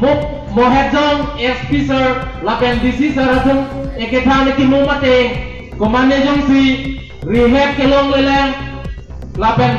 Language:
Karbi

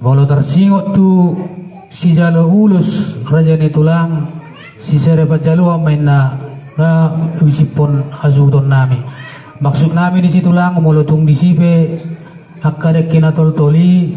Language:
Batak Toba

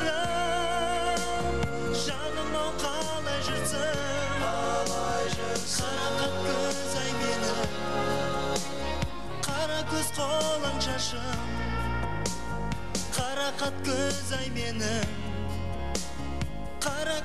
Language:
Kazakh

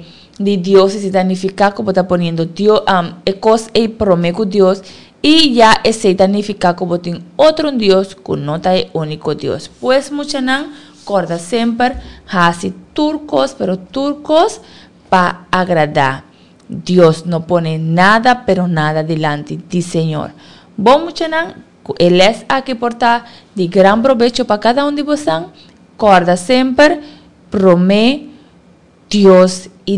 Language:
Papiamento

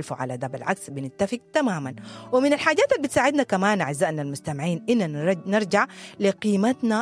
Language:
Sudanese Arabic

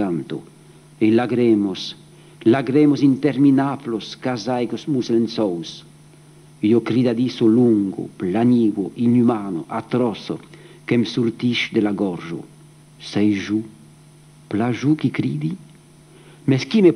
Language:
Occitan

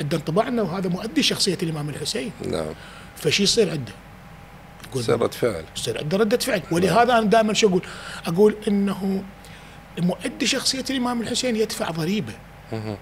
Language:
Mesopotamian Arabic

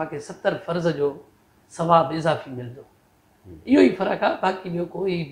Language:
Sindhi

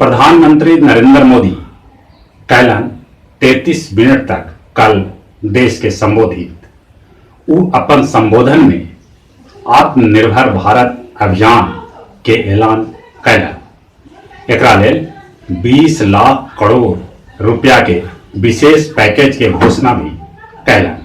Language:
Magahi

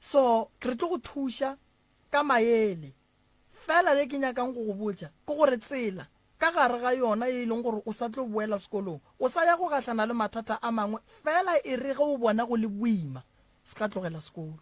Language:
Northern Sotho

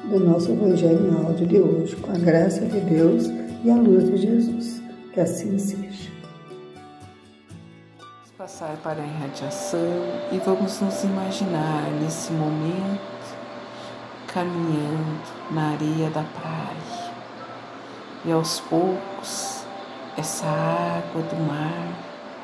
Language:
Portuguese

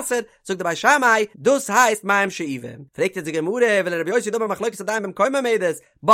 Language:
Yiddish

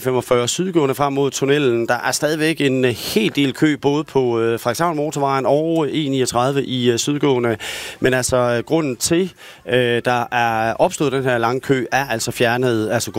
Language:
Danish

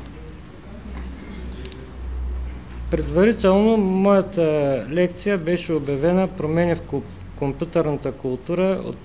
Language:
Bulgarian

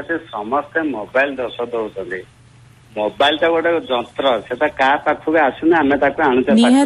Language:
Odia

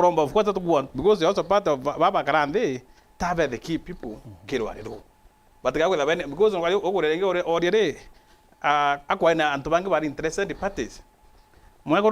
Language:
Meru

